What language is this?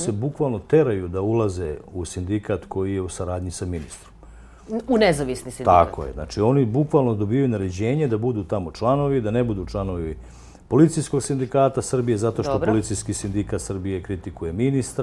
Serbian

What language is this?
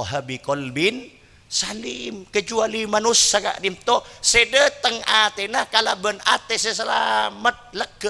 Madurese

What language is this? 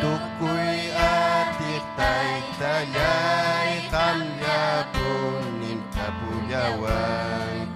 Ayacucho Quechua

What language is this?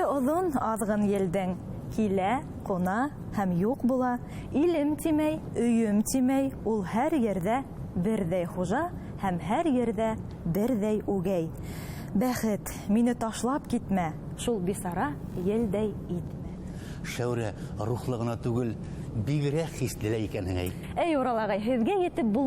Bashkir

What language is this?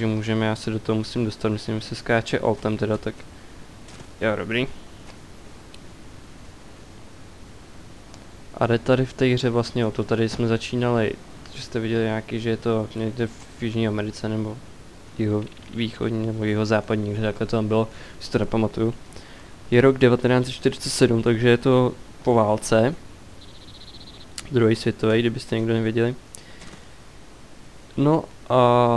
Czech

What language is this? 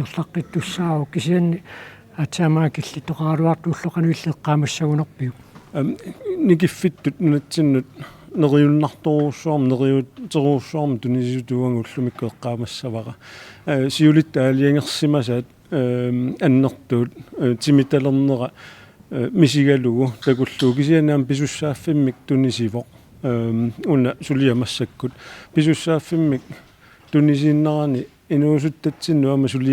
Kalaallisut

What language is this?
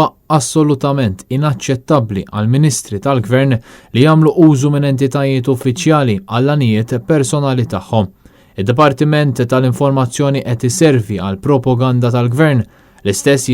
Maltese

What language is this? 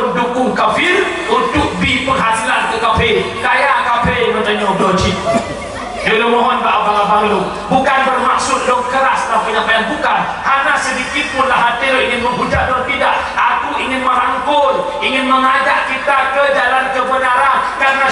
Achinese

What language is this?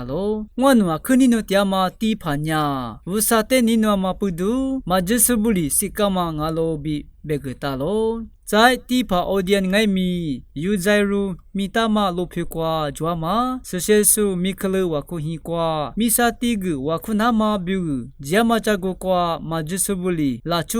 Lisu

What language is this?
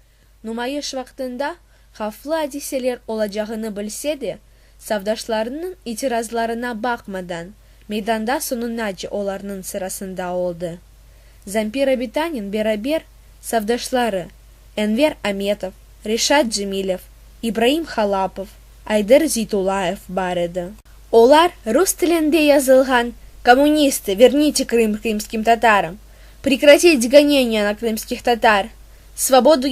Crimean Tatar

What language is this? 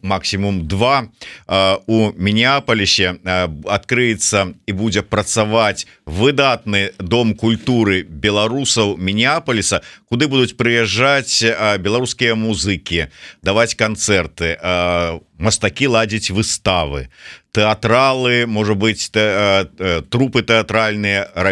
Belarusian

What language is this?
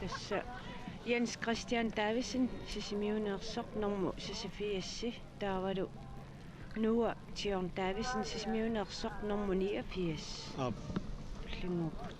Kalaallisut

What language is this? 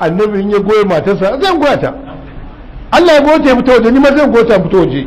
Hausa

